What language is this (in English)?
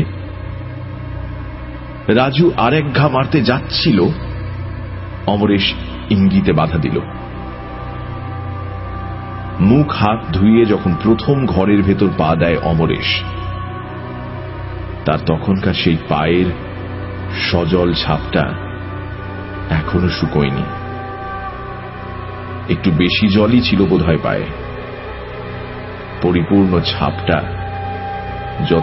Bangla